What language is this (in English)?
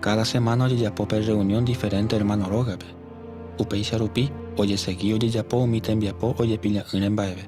Guarani